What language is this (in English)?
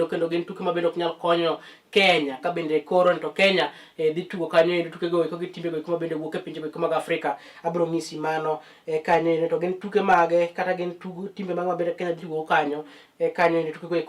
Luo (Kenya and Tanzania)